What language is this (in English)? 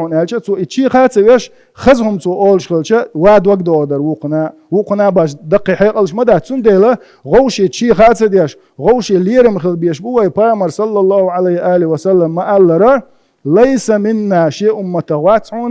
Chechen